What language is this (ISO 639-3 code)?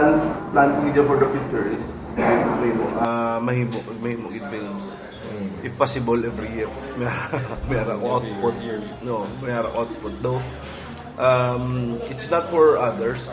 hil